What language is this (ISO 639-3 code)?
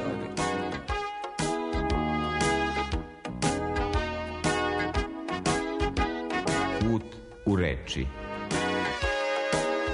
srp